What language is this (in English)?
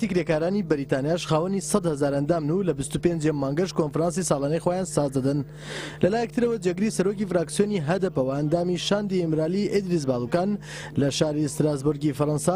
Central Kurdish